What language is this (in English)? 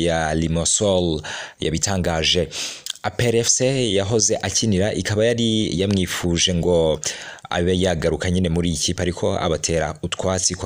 Kinyarwanda